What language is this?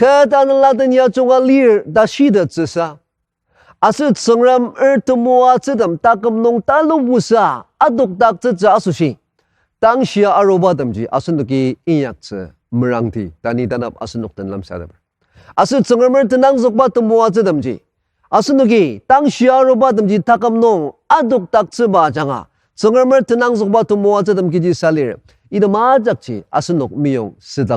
Ao Naga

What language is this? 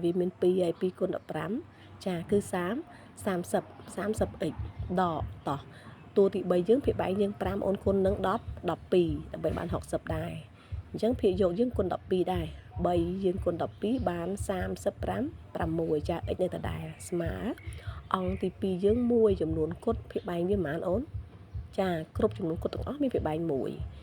Khmer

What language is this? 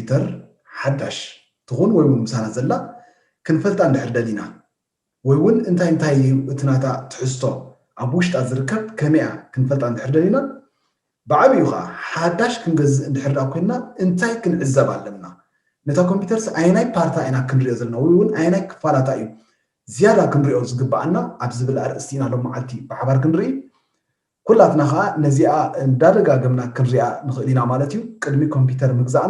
Tigrinya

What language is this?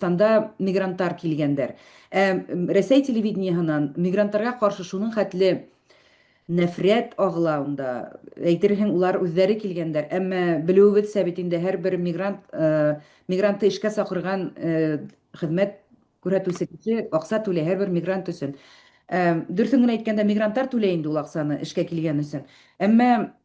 Bashkir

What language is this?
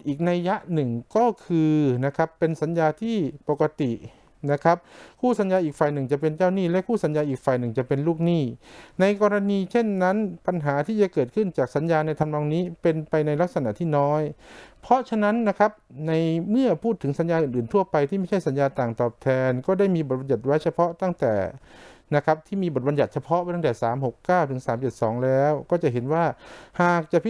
Thai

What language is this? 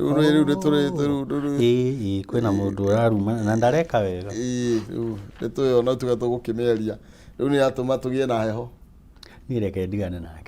Kikuyu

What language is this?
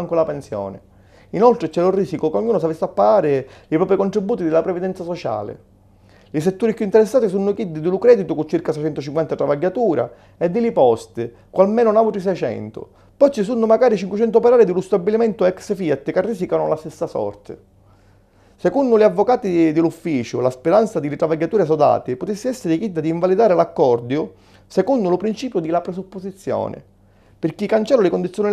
Sicilian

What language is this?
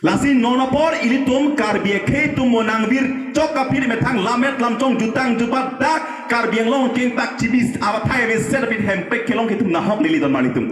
Karbi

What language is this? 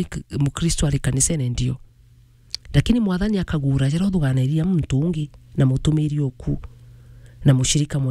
Meru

